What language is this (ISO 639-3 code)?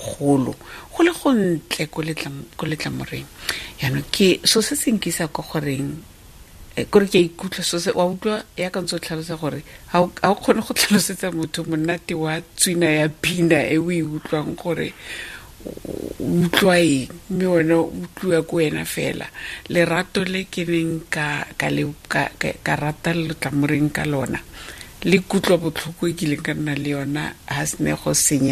tsn